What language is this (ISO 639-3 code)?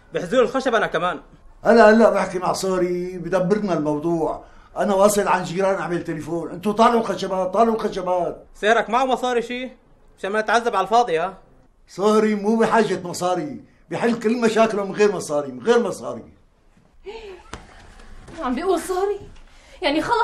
apc